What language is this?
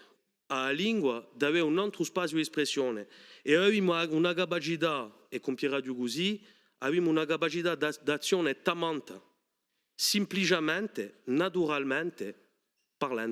Corsican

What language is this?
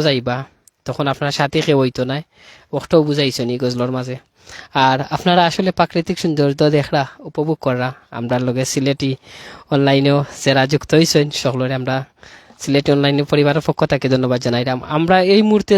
Sylheti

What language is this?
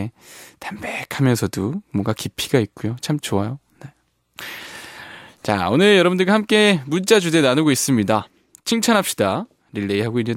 Korean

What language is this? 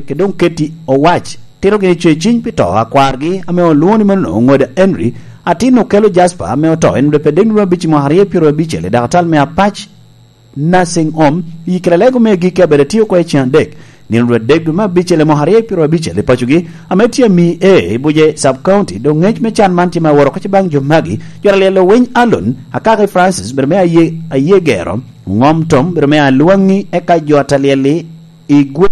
Lango (Uganda)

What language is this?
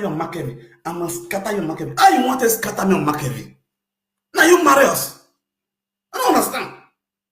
Nigerian Pidgin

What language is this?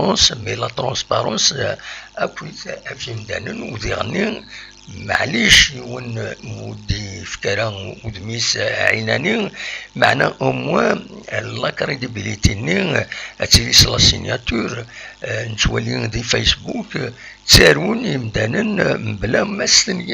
Kabyle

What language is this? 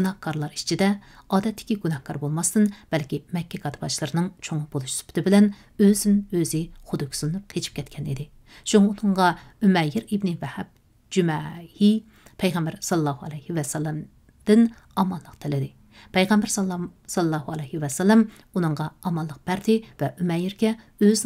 Uyghur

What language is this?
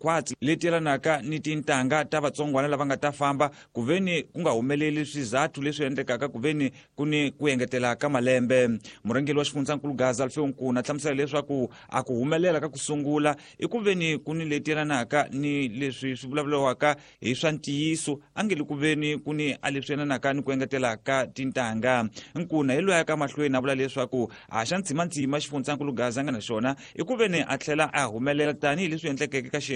Tsonga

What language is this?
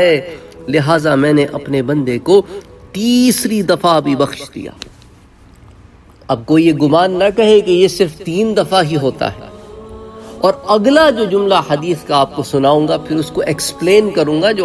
Urdu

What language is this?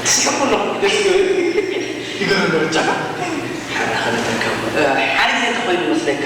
Tigrinya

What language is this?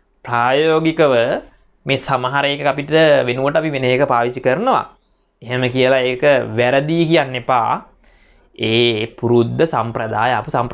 Sinhala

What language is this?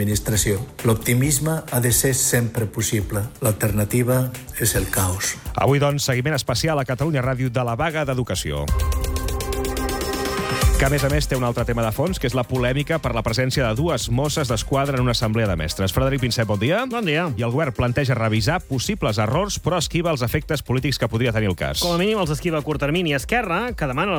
Catalan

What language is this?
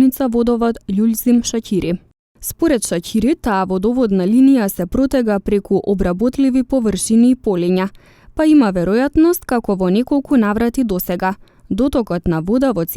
Macedonian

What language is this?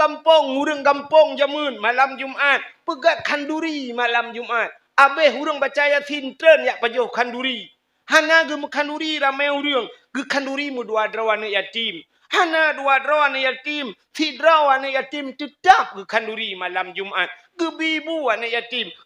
Achinese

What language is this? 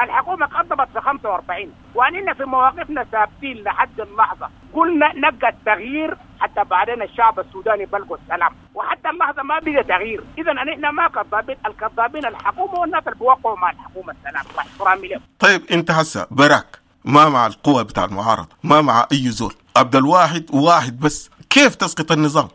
Sudanese Arabic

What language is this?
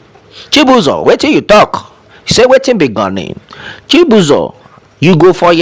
Nigerian Pidgin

